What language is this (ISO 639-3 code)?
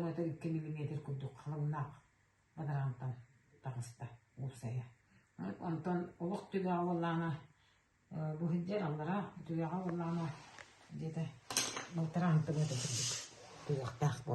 sah